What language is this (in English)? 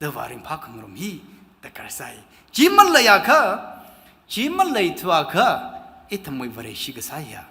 Tangkhul Naga (India)